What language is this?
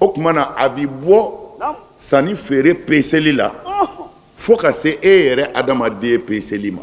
Bambara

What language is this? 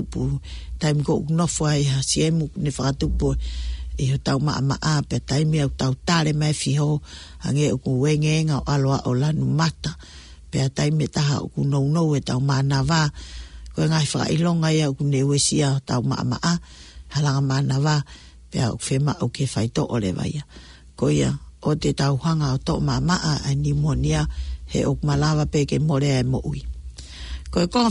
Tongan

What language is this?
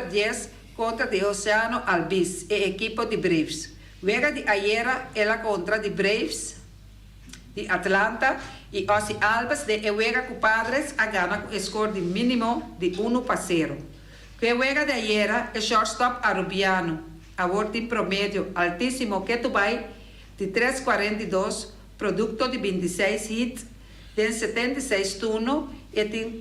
Papiamento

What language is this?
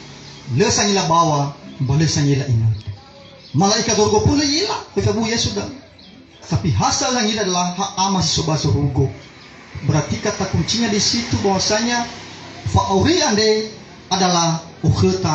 Nias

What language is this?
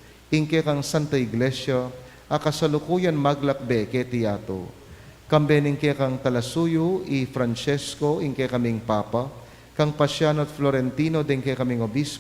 Pampanga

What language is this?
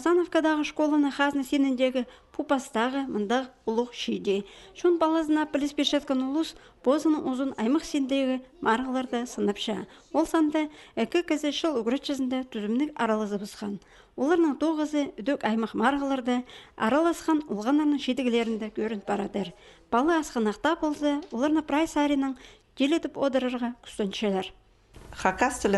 Khakas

